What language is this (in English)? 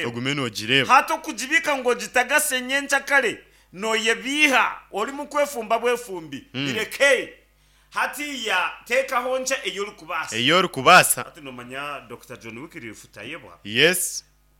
Nyankole